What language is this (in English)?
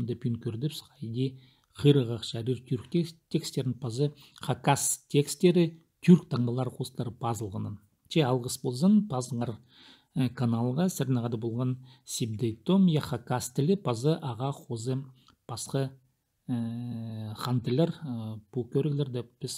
Khakas